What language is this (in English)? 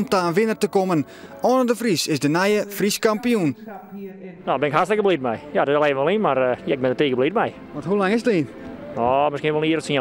Western Frisian